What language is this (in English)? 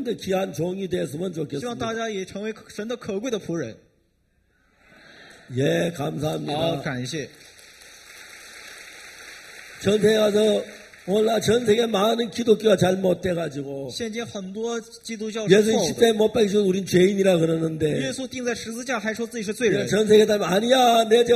Korean